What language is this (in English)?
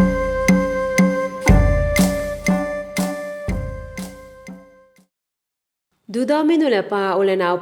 Falam Chin